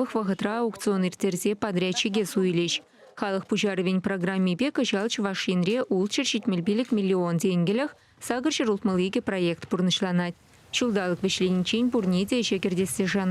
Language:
Chuvash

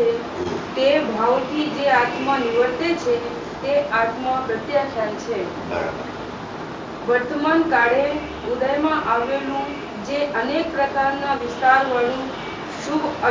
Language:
Gujarati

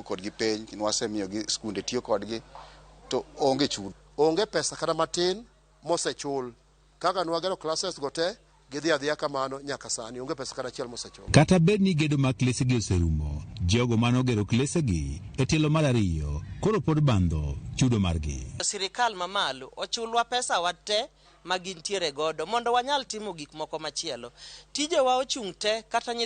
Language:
Luo (Kenya and Tanzania)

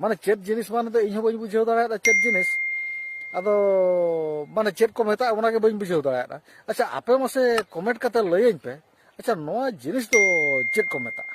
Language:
Santali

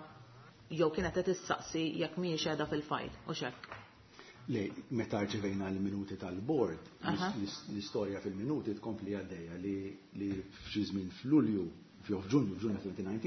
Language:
Maltese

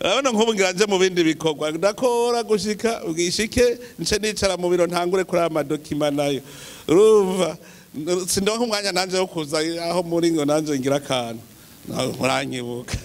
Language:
Rundi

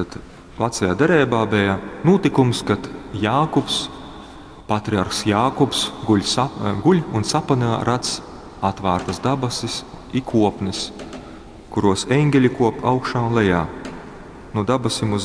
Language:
Latgalian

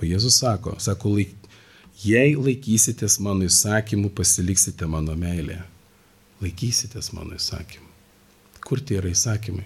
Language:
Lithuanian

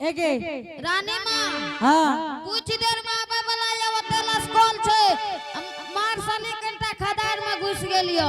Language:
Angika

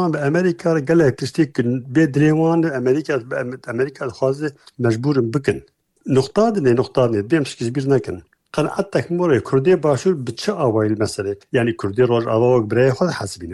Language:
Kurdish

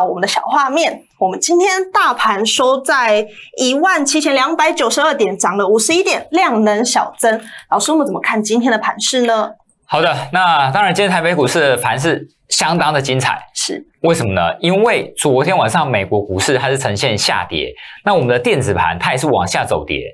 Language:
Chinese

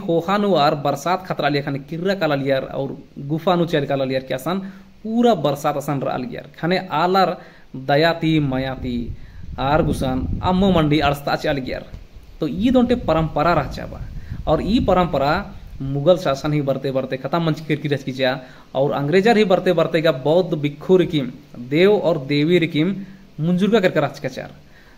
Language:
Kurukh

